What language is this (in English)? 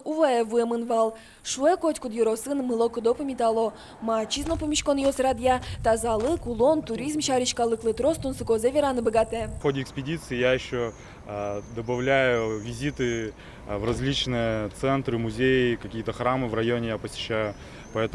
Udmurt